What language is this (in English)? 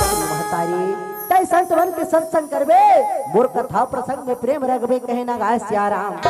Chhattisgarhi